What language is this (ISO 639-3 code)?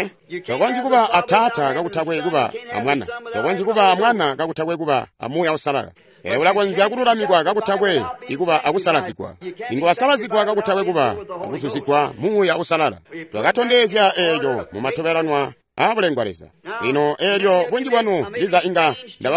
toi